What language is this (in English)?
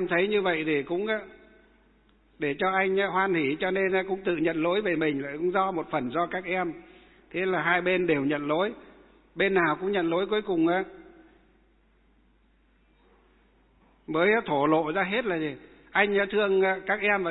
Vietnamese